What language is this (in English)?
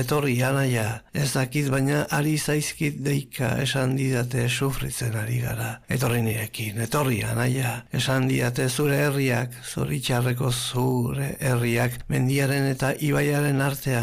Basque